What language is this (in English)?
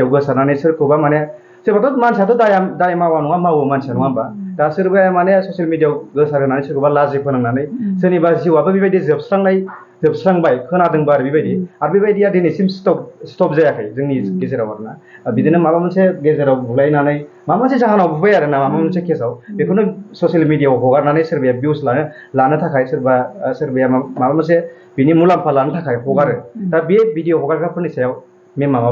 Bodo